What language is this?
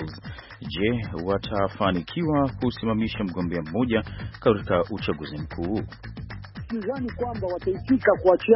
Swahili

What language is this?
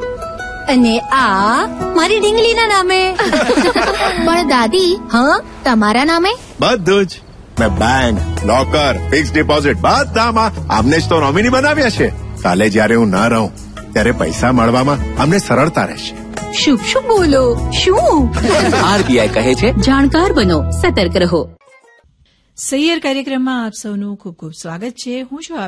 Gujarati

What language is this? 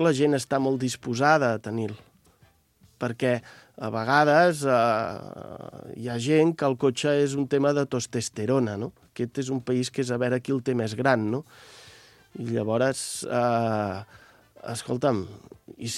Catalan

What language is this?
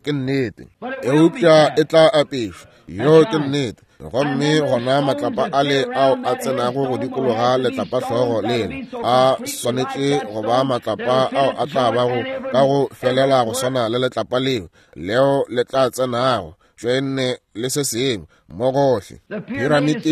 Northern Sotho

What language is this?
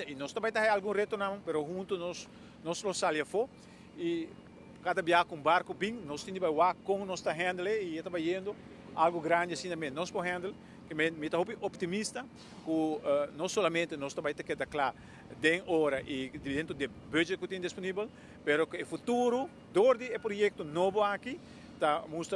Papiamento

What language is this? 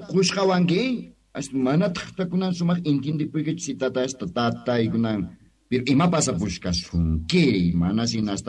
South Bolivian Quechua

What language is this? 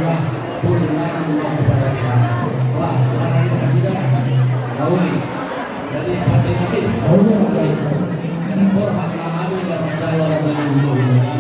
Batak Toba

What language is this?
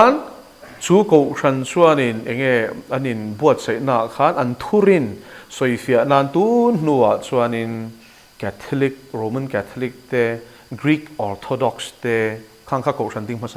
Mizo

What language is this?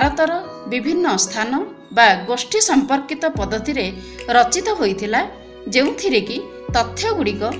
Odia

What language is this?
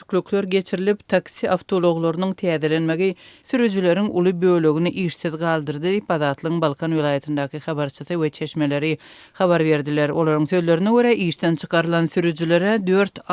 Turkmen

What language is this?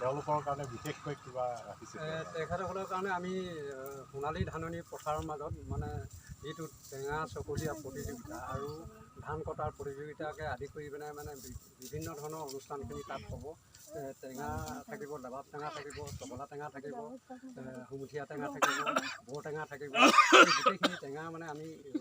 Assamese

